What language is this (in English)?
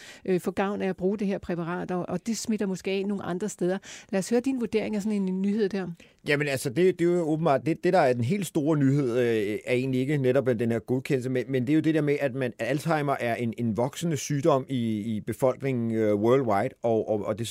Danish